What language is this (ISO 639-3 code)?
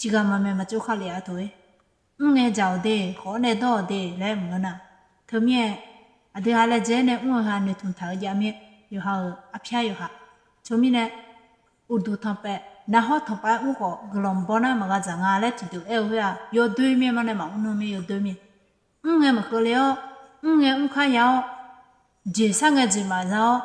ahk